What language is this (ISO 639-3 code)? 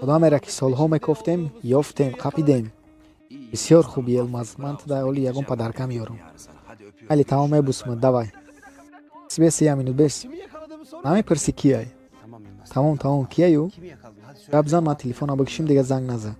tgk